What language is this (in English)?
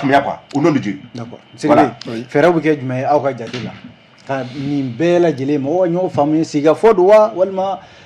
Bambara